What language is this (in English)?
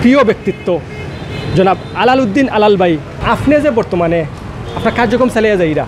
Sylheti